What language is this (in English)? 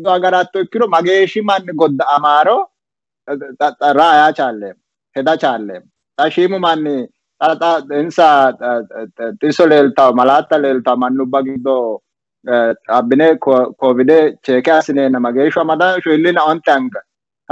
Sidamo